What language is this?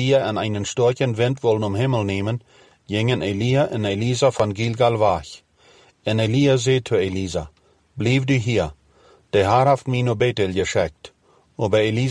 Plautdietsch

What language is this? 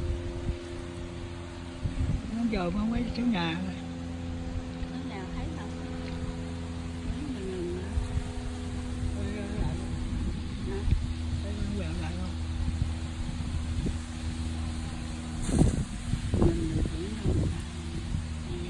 Vietnamese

